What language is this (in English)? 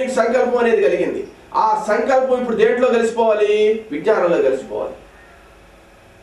Telugu